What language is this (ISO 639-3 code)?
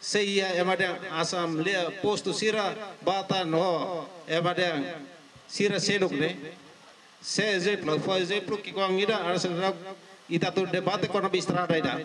tet